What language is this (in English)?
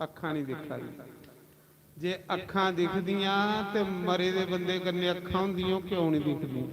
Dogri